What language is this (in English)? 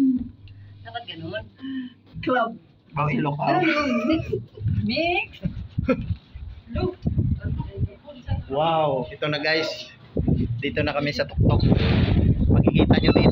Filipino